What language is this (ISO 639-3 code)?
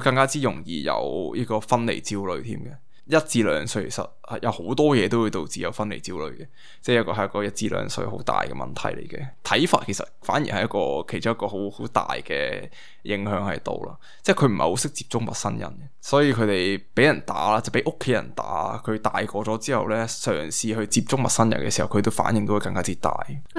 yue